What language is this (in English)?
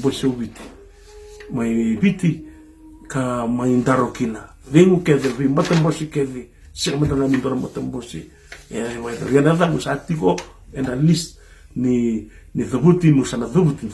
Fijian